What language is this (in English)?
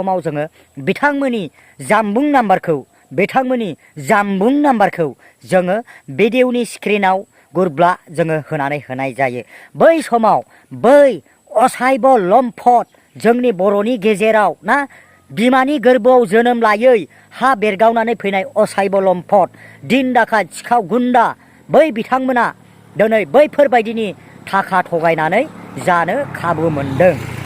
Bodo